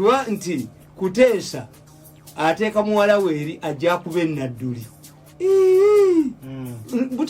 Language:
Ganda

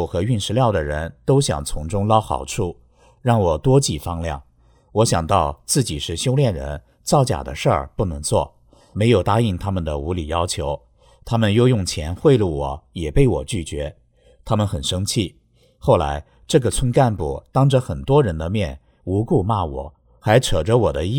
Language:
Chinese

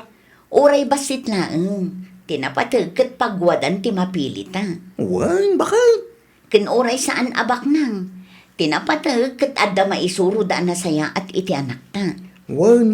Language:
Iloko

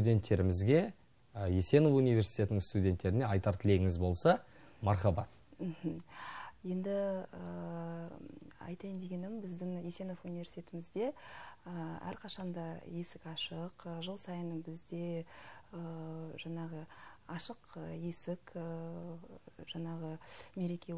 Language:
Kazakh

